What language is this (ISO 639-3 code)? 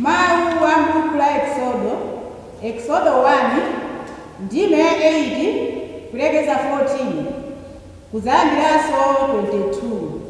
nya